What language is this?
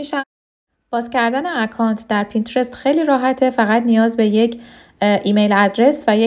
Persian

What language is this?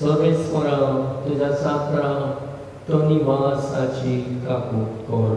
Konkani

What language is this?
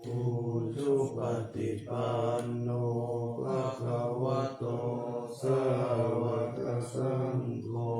Pali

